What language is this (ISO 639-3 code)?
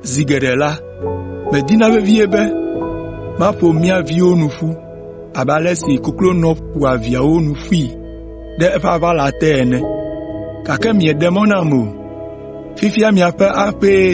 ewe